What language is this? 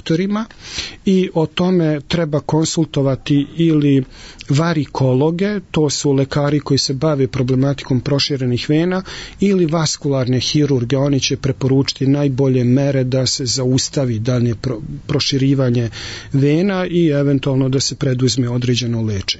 Serbian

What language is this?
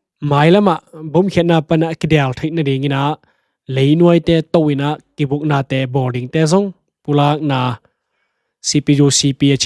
Tedim Chin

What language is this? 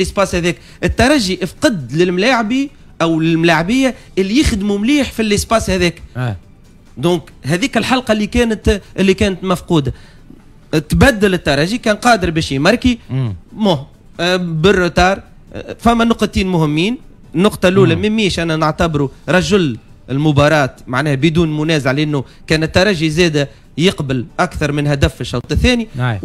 Tunisian Arabic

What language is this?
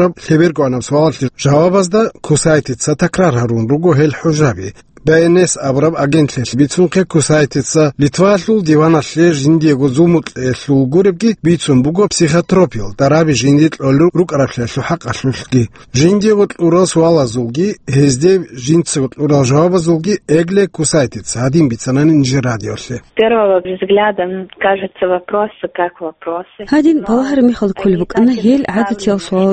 Avaric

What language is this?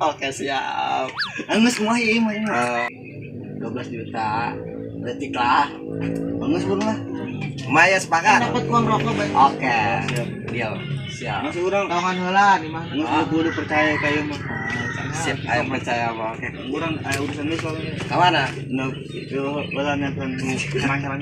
Sundanese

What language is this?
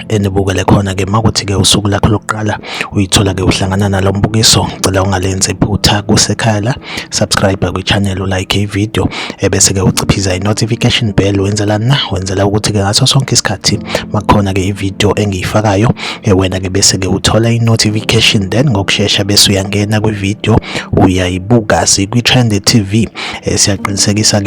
Zulu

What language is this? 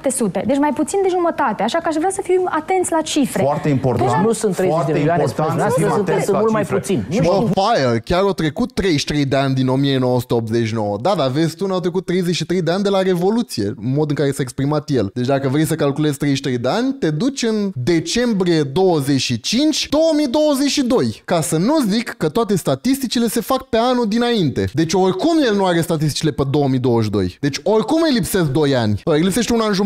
Romanian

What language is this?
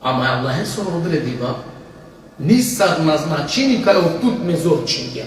Balkan Romani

